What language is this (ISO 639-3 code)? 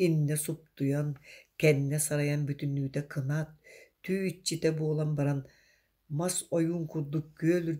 sah